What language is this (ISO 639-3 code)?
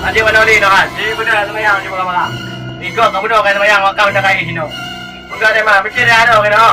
ace